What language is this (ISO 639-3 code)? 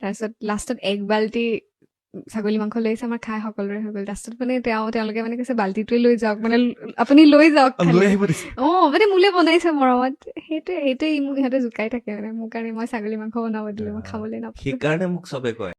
asm